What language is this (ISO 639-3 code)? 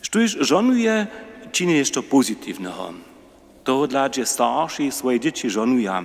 hsb